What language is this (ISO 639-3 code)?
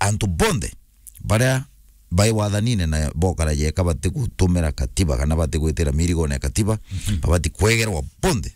mer